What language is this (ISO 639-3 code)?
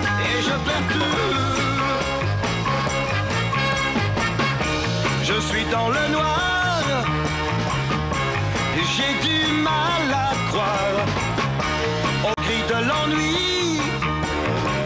fra